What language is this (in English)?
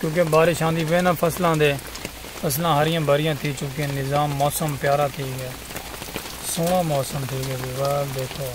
Saraiki